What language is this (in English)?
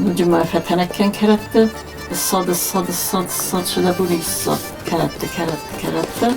Ossetic